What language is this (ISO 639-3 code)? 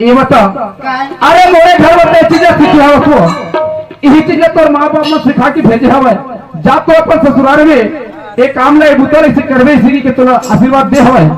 hne